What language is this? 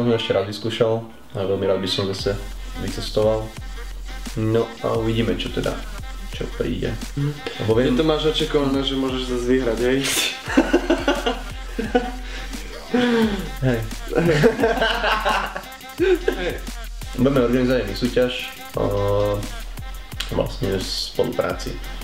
Slovak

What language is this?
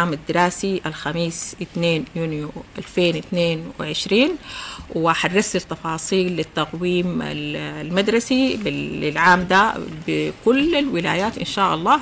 Sudanese Arabic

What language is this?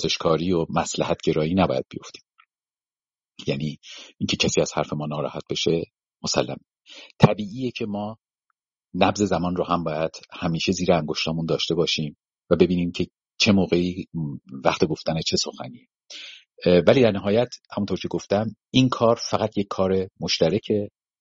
Persian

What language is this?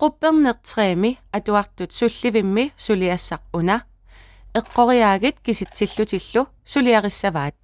Kalaallisut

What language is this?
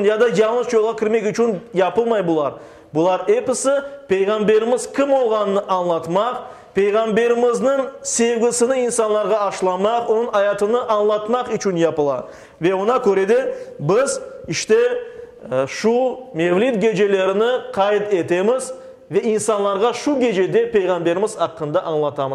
Crimean Tatar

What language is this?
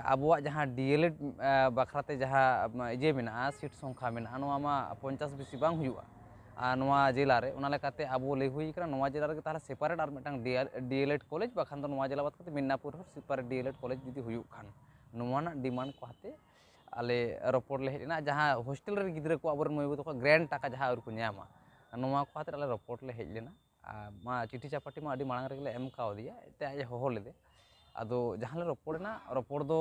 Santali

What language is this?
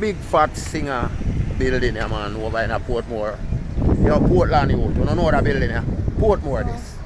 Jamaican Creole English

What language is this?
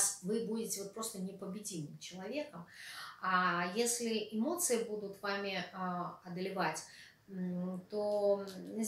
Russian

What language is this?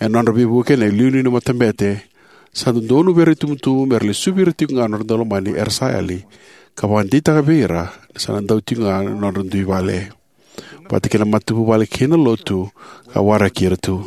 Fijian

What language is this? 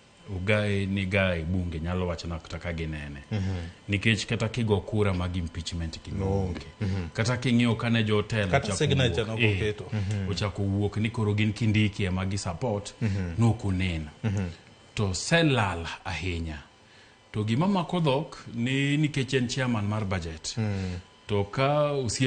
Luo (Kenya and Tanzania)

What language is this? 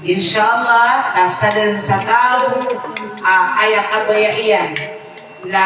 Maranao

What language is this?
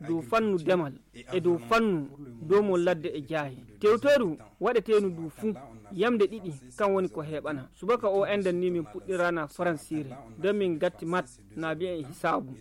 Nigerian Fulfulde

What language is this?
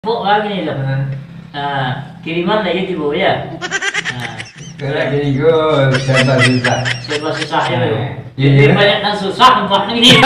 Minangkabau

